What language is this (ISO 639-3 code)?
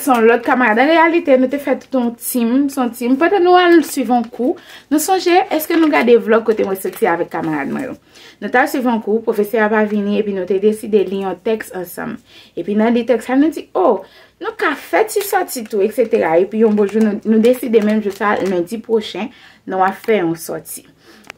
hat